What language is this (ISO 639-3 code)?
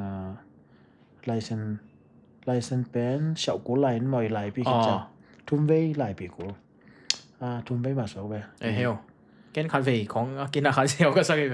ctd